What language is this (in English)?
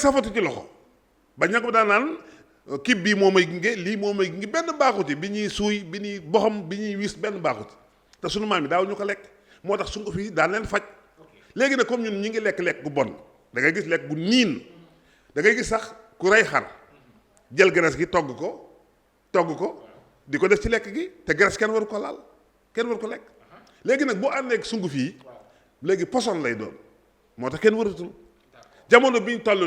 Wolof